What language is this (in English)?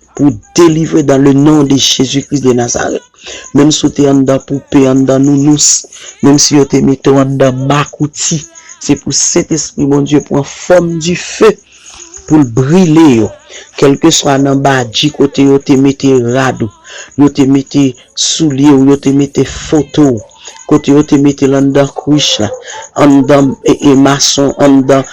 Haitian Creole